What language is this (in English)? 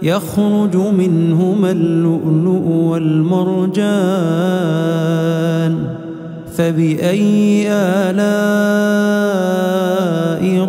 Arabic